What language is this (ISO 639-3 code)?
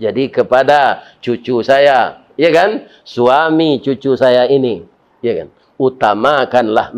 min